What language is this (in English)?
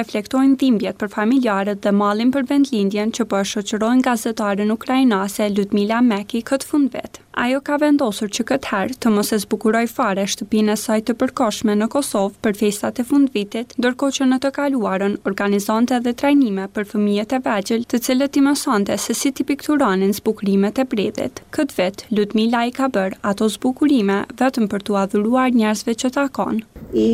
Albanian